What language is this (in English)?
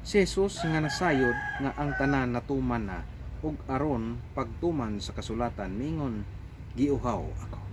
Cebuano